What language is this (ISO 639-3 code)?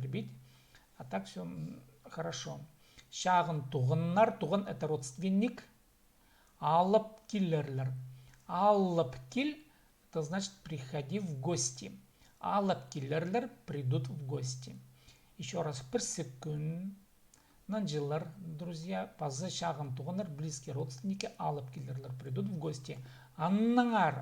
kjh